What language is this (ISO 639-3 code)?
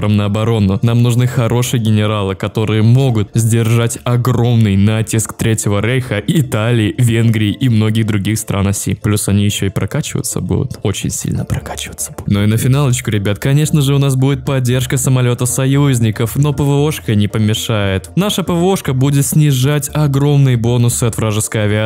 rus